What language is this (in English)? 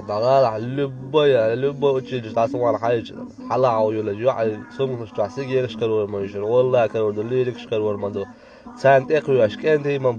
Chechen